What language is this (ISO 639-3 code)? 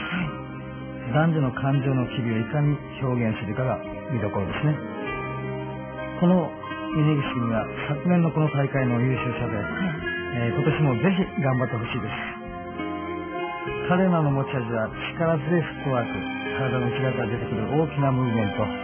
jpn